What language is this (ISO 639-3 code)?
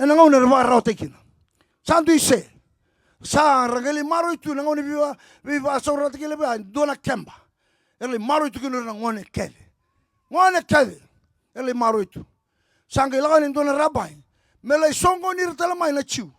fij